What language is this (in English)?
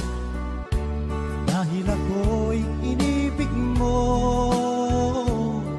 Filipino